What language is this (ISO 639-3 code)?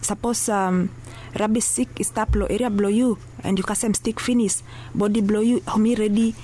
bis